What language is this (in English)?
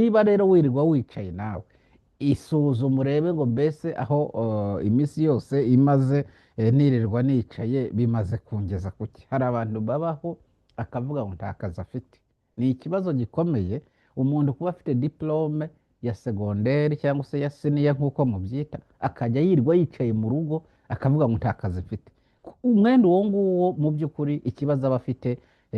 Kinyarwanda